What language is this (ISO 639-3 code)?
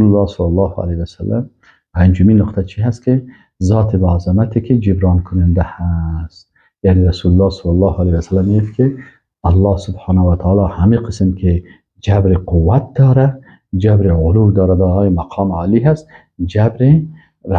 fas